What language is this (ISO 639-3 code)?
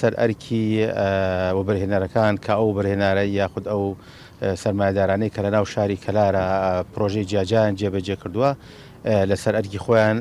ckb